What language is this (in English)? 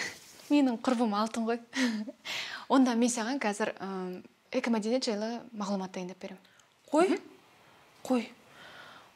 Kazakh